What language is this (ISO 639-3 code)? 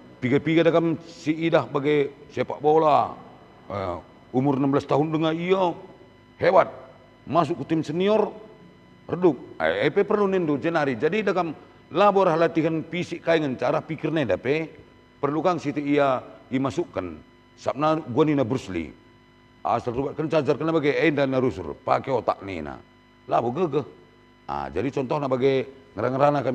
btx